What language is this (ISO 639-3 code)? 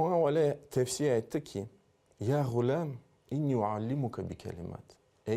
crh